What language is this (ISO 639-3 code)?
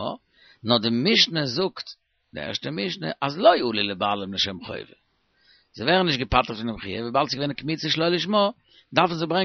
yid